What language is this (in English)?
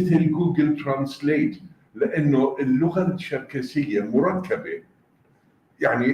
North Levantine Arabic